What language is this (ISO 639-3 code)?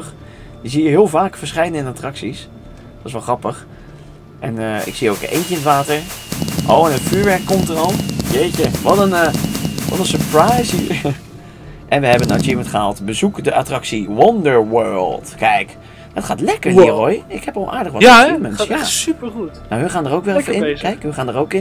nld